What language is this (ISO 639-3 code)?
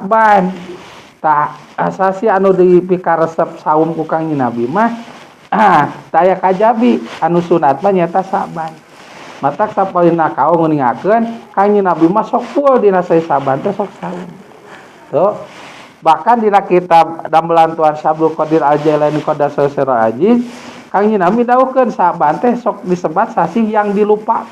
sun